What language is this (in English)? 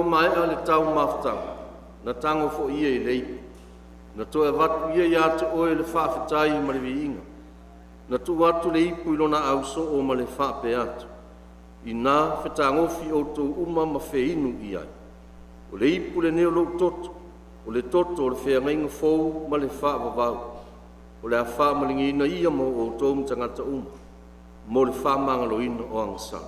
Samoan